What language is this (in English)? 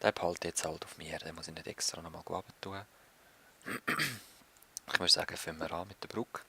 Swiss German